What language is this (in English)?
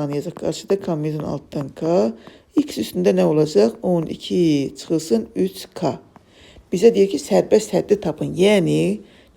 Azerbaijani